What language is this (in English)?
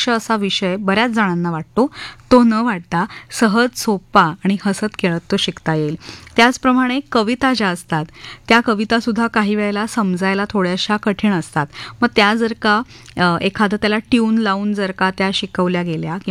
Marathi